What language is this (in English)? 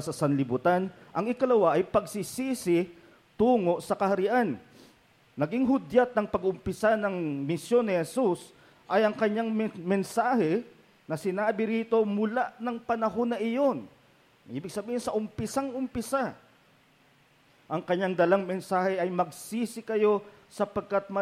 Filipino